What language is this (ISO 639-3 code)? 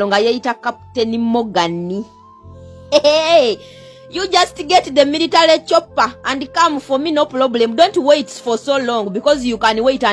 lug